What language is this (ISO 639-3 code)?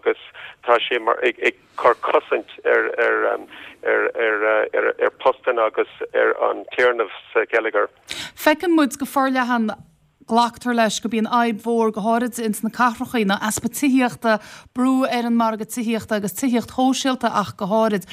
gle